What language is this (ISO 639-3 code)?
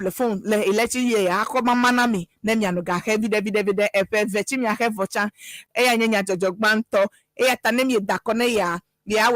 ewe